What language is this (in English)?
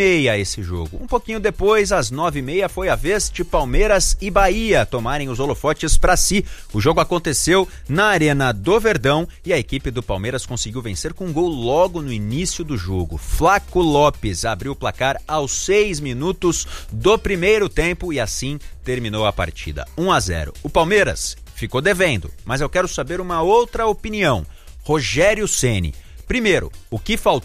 Portuguese